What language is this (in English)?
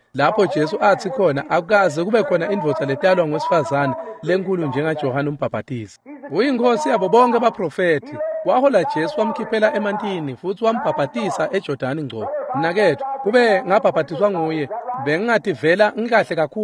Swati